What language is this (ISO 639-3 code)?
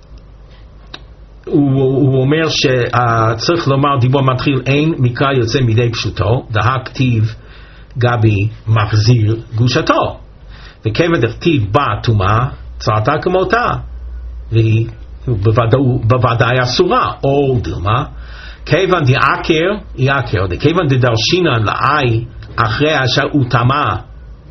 heb